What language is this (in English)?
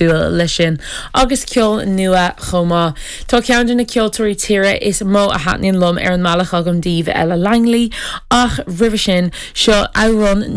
Irish